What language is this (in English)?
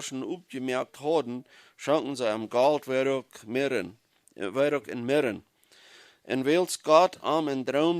Plautdietsch